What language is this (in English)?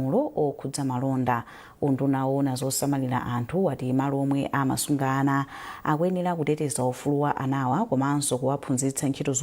Nyanja